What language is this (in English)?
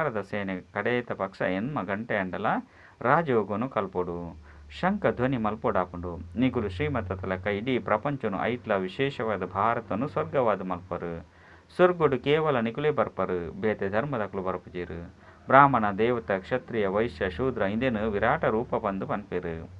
Tulu